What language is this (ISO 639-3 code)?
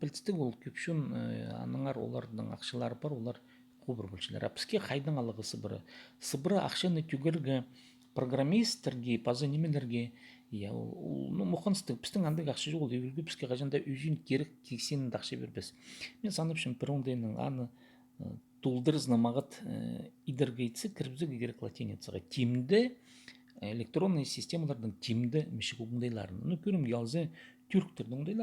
kjh